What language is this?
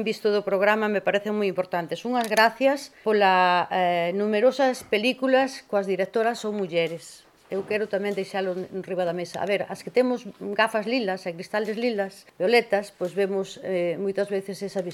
Galician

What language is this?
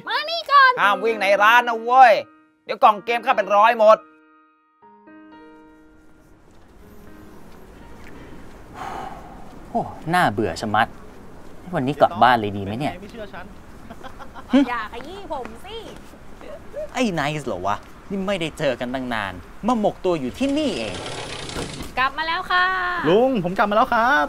Thai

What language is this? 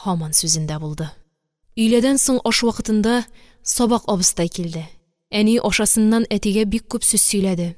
Tatar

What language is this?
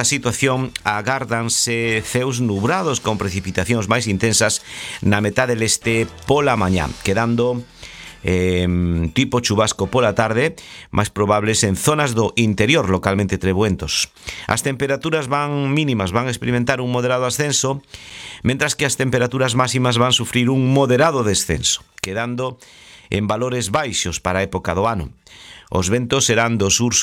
Galician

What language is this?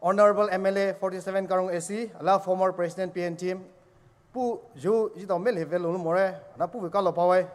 Poumei Naga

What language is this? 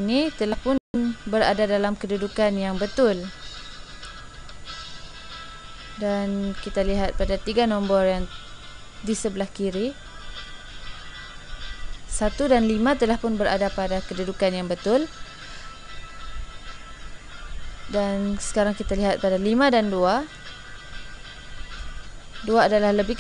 Malay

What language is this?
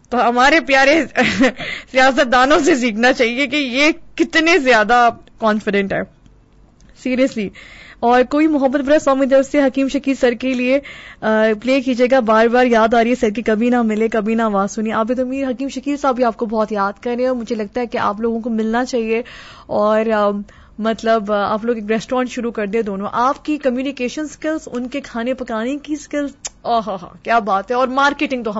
Urdu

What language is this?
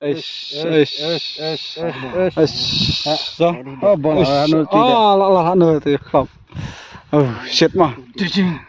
Khasi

